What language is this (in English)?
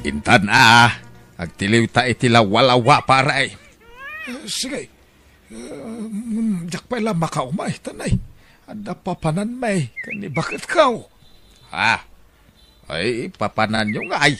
Iloko